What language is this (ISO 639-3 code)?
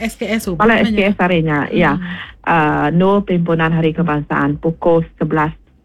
iba